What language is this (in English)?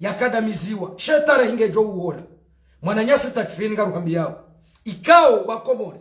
Ngazidja Comorian